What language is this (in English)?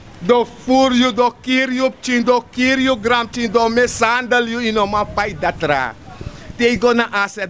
Sranan Tongo